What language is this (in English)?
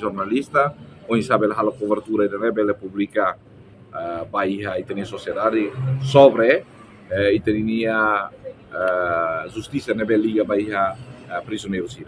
Tetum